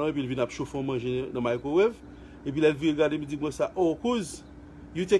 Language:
Haitian Creole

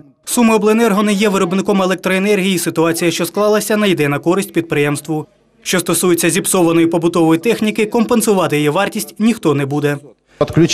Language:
Ukrainian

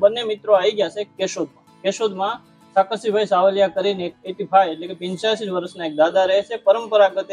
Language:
Gujarati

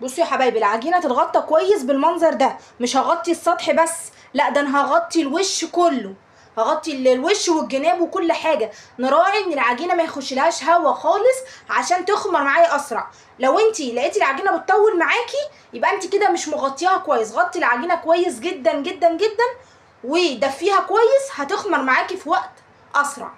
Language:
Egyptian Arabic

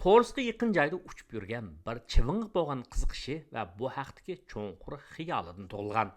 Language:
Uyghur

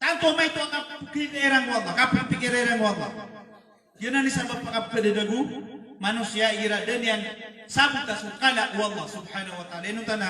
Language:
Maranao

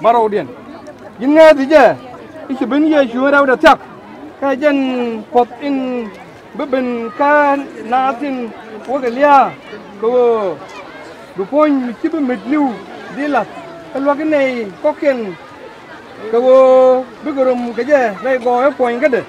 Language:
Nuer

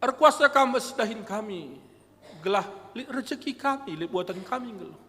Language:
Batak Karo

